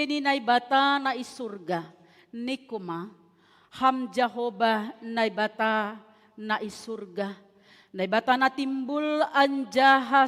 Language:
Batak Simalungun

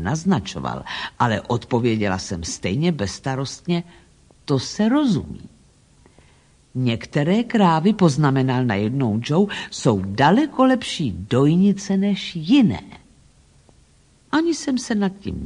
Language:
Czech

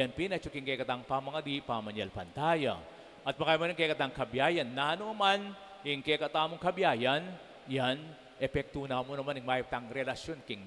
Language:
Pampanga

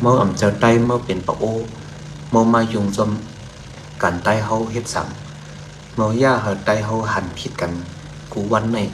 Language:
Shan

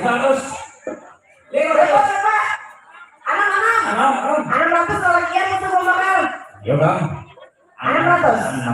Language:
Banjar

